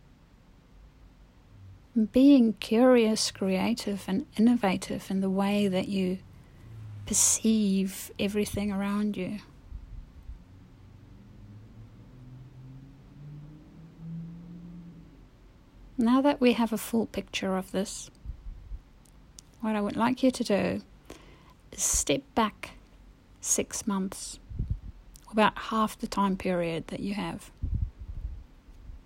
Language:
English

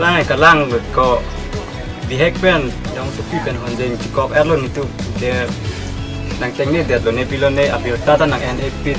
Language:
Karbi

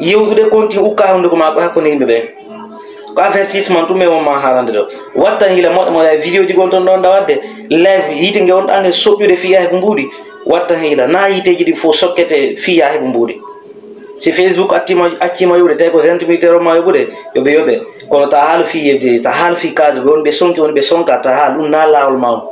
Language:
Fula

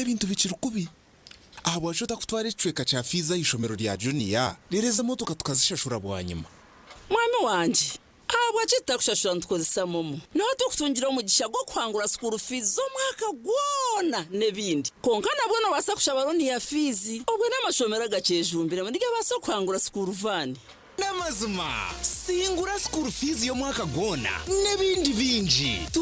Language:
Nyankole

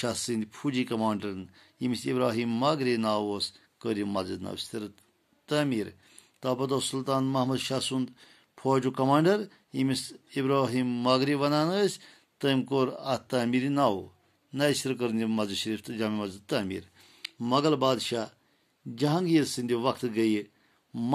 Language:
Kashmiri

